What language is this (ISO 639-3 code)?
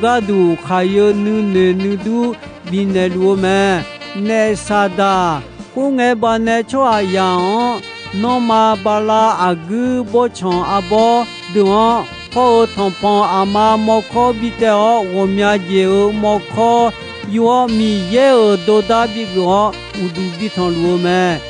ahk